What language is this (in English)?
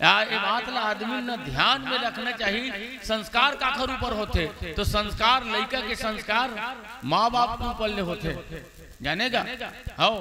Chhattisgarhi